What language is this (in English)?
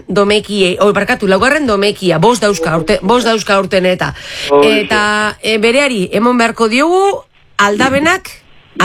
Basque